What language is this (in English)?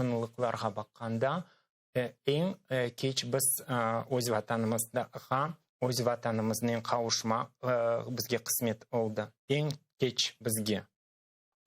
Crimean Tatar